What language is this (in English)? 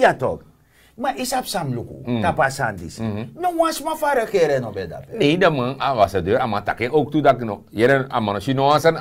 Sranan Tongo